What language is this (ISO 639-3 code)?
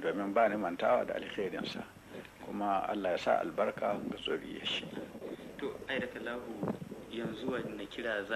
hau